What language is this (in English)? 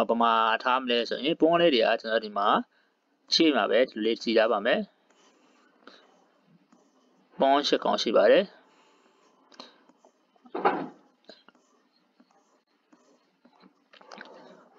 Burmese